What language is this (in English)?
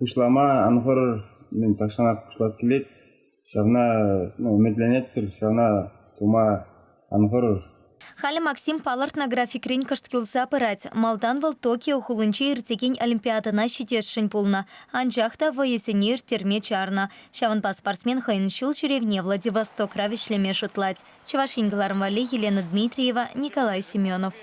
Chuvash